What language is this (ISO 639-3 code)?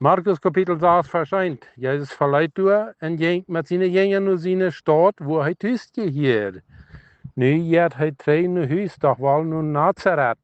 pdt